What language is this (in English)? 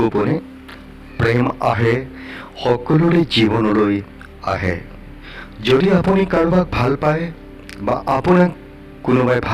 Assamese